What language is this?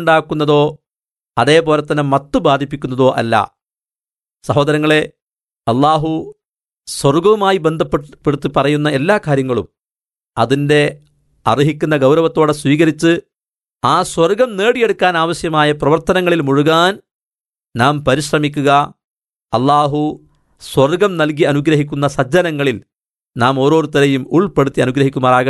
Malayalam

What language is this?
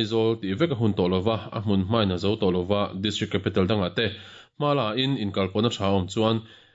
Mizo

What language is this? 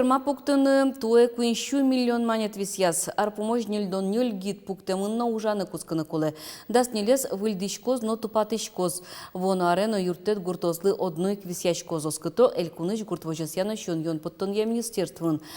Udmurt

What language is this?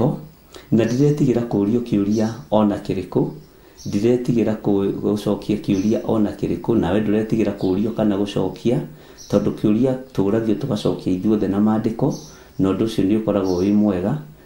Kikuyu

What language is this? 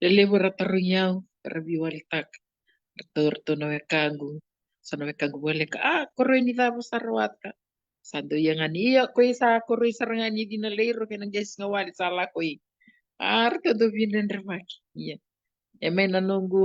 Fijian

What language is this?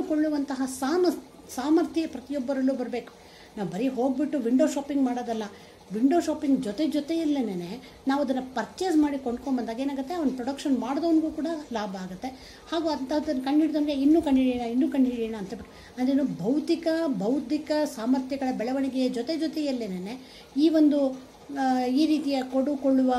Kannada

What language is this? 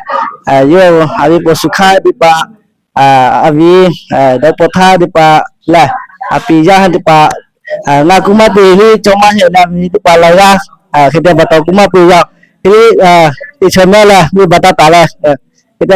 Lahu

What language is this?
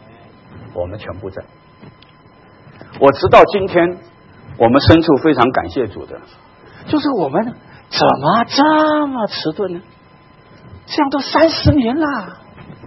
Chinese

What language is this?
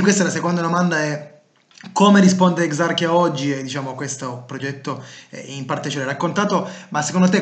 Italian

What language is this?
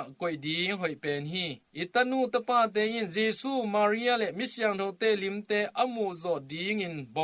Tedim Chin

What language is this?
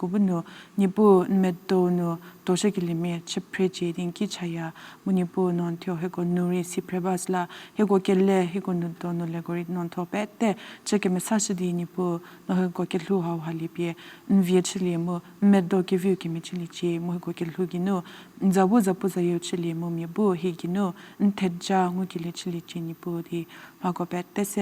Angami Naga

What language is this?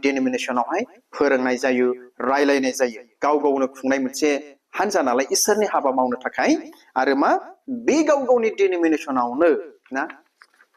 Bodo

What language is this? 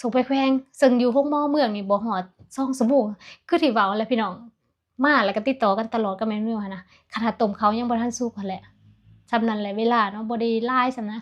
Lao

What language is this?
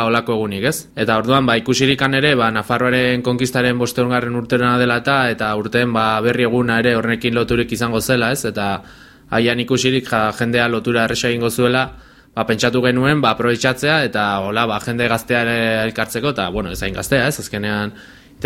Basque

